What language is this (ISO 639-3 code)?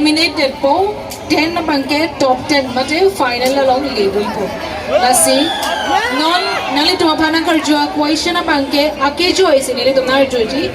mjw